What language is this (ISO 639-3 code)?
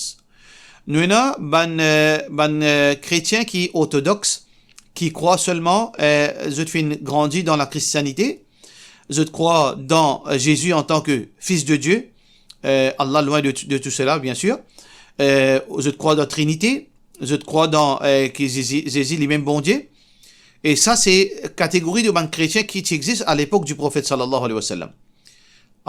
mfe